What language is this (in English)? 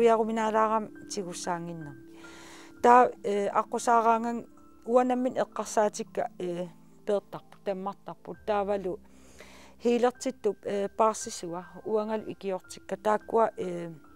Kalaallisut